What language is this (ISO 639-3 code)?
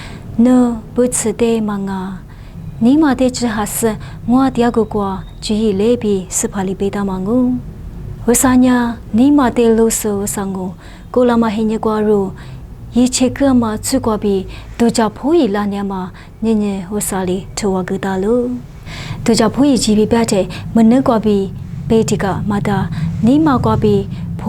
lis